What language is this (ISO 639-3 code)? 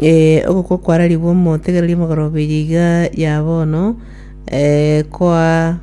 guz